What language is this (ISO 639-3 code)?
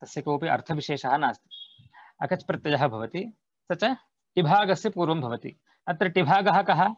san